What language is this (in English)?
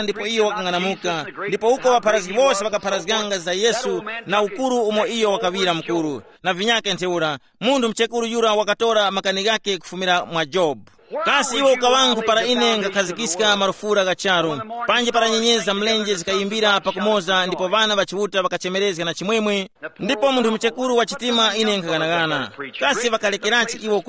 Tumbuka